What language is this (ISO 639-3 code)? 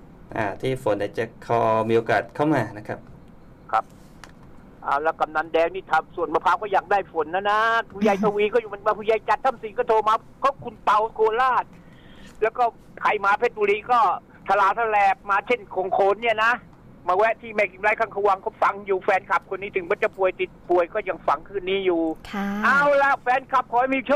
tha